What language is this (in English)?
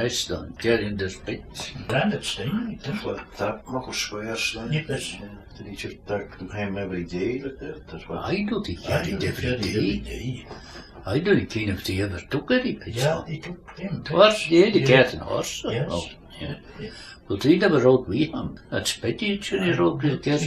Scots